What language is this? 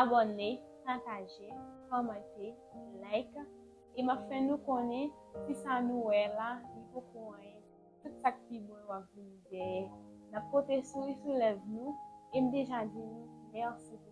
Haitian Creole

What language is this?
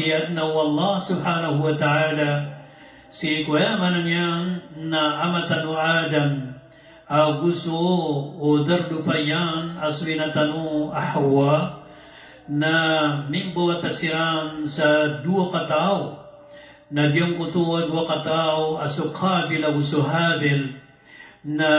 Maranao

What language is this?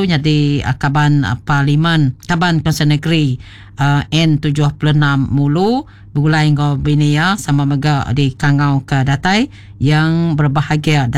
Iban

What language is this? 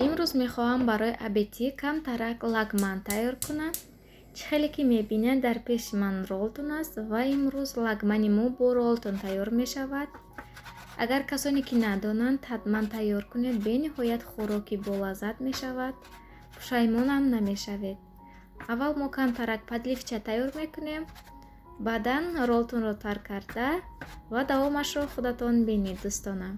Tajik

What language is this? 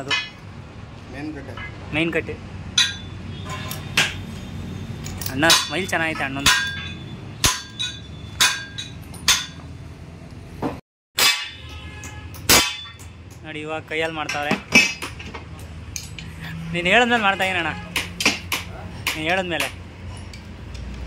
Kannada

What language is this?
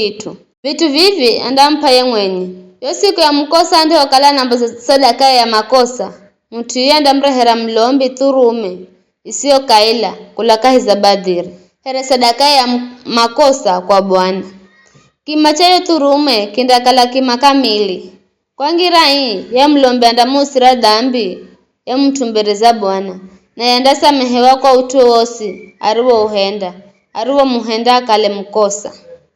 Giryama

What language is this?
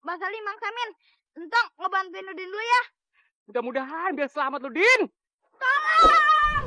Betawi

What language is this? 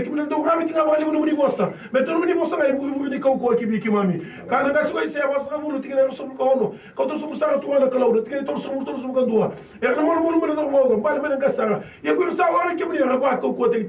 Fijian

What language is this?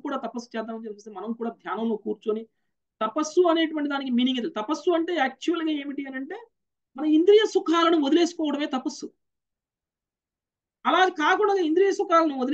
Telugu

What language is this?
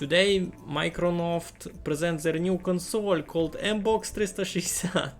Rusyn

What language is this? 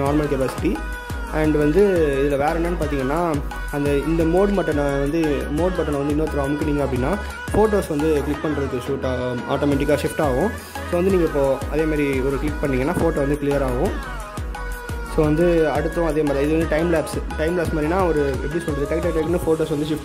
Tamil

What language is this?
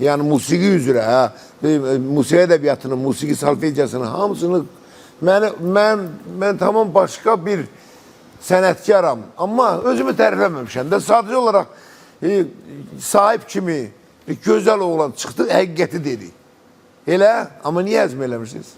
Azerbaijani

